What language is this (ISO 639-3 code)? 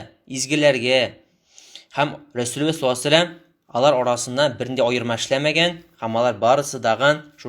tat